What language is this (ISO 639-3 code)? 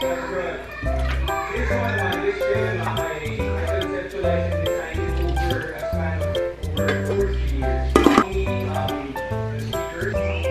ceb